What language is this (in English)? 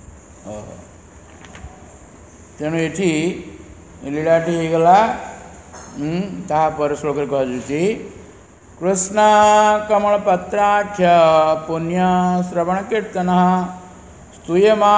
Odia